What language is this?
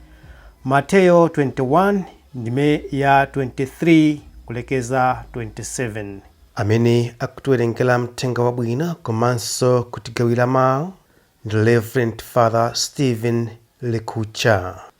Nyanja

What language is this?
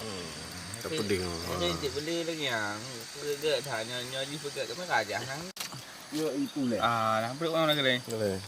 Achinese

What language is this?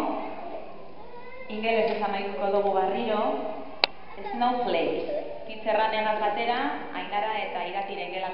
Basque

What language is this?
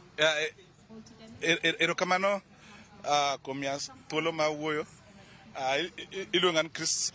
Luo (Kenya and Tanzania)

